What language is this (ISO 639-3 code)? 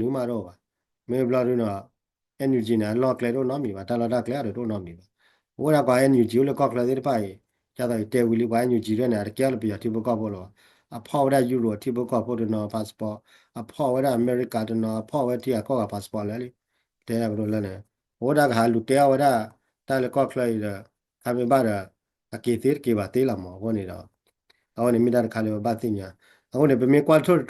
ksw